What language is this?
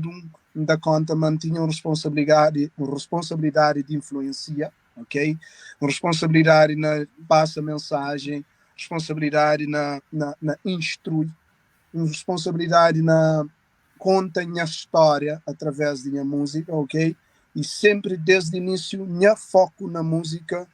Kabuverdianu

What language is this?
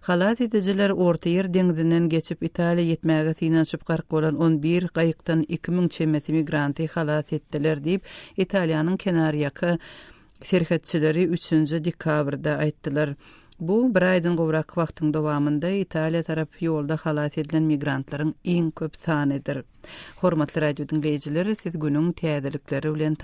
Turkmen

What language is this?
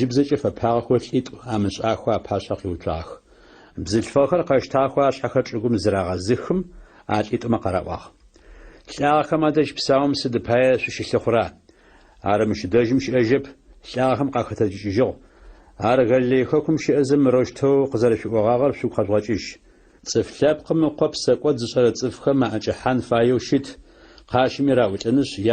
Adyghe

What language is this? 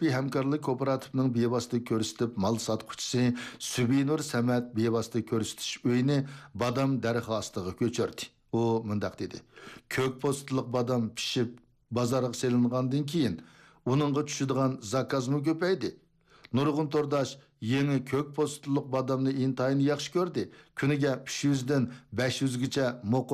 Uyghur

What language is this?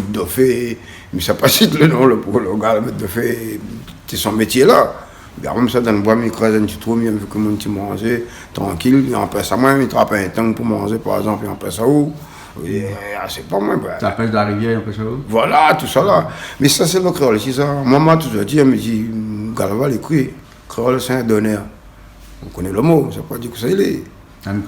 Réunion Creole French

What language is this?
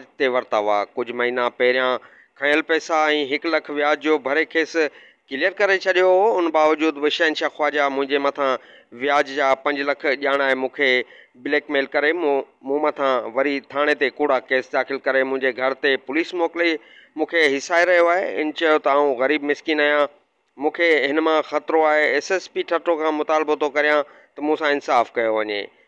Sindhi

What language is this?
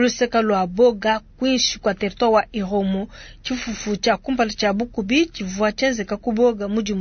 Luba-Lulua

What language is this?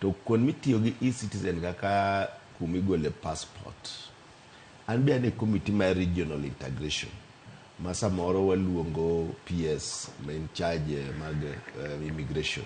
Luo (Kenya and Tanzania)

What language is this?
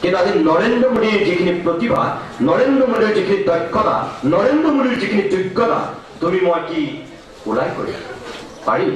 Assamese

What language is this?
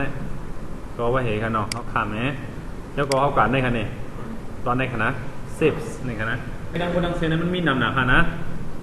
Shan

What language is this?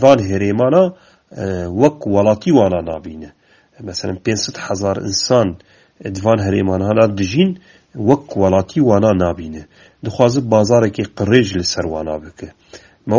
Kurdish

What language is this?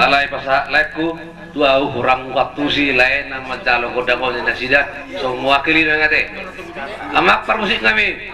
Batak Toba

